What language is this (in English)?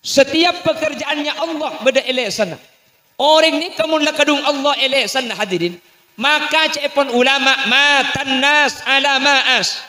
Madurese